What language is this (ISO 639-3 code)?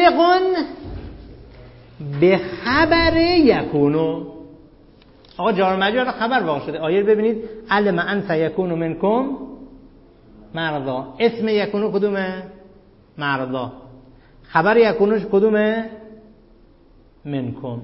fas